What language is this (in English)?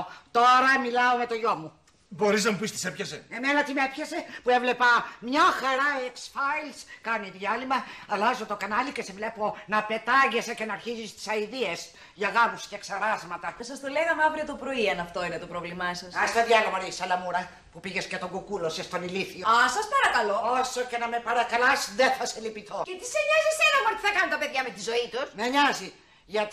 Greek